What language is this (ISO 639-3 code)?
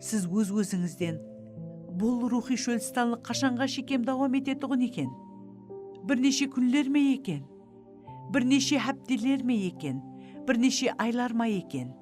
kaa